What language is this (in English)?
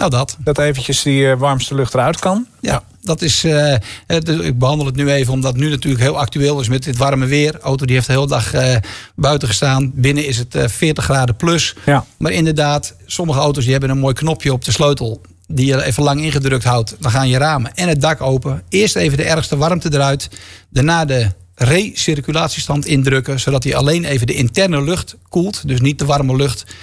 Dutch